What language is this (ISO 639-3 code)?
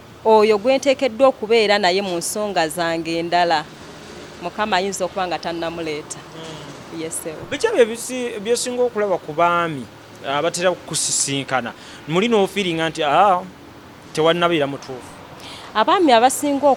lug